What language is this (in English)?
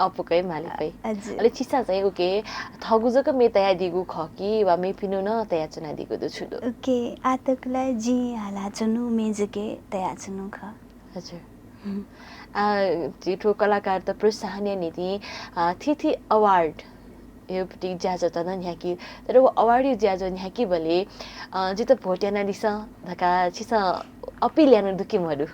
Newari